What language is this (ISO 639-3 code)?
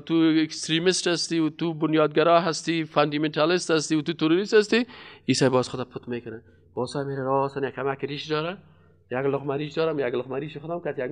fas